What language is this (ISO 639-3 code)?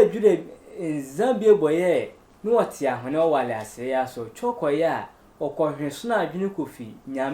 sfw